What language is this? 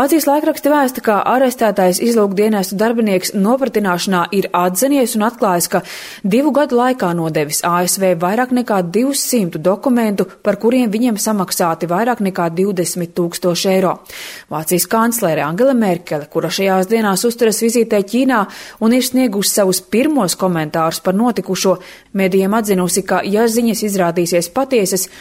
Latvian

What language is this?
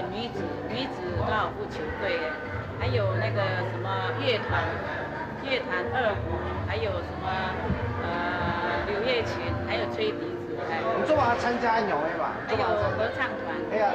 Hakka Chinese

